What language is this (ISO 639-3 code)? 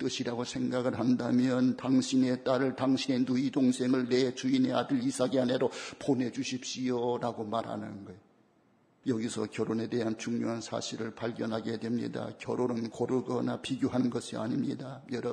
kor